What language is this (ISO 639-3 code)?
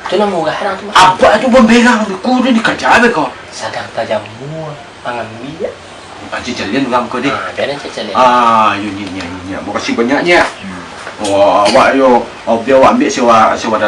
min